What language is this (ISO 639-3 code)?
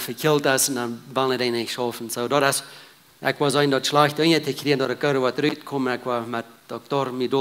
pdt